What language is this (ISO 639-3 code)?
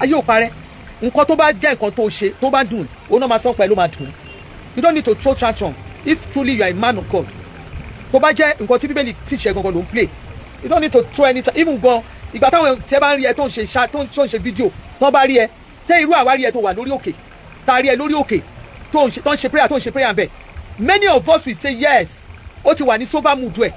yor